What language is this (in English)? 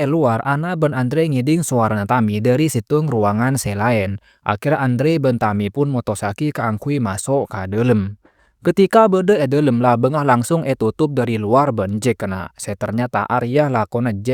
Madurese